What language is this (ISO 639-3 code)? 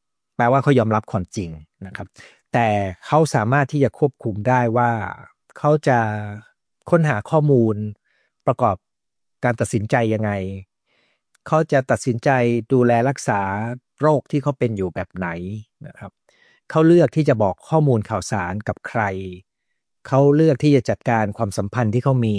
tha